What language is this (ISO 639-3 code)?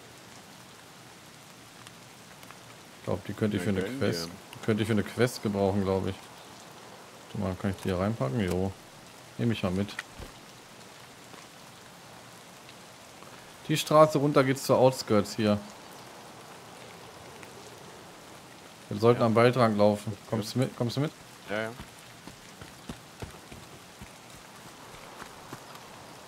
deu